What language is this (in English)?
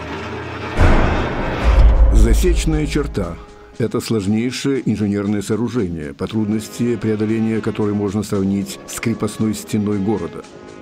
Russian